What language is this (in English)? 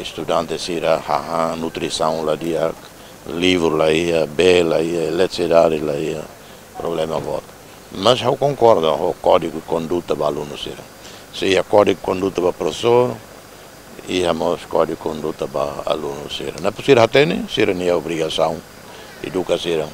Tetum